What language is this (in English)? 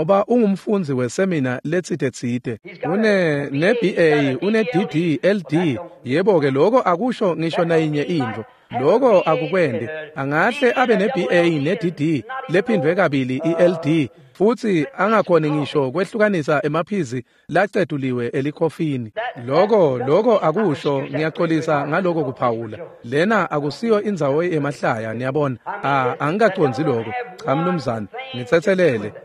Swati